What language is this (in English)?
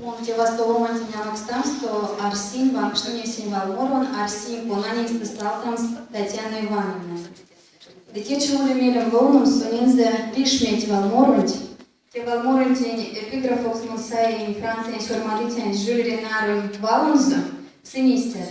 Erzya